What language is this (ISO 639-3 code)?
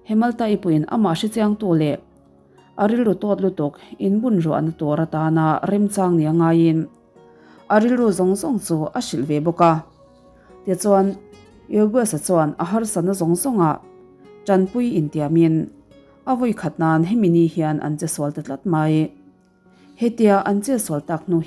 lus